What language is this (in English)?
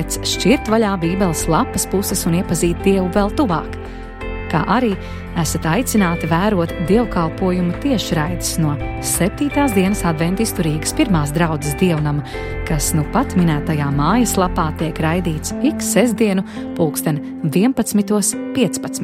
Latvian